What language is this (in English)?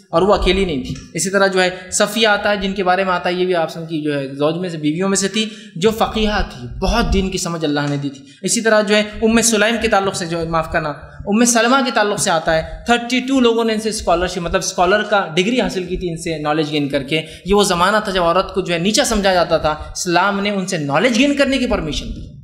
Urdu